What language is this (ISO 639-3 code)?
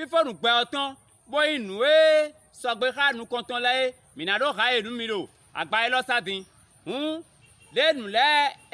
fon